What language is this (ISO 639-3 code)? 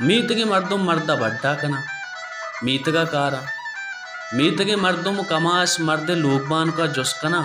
bal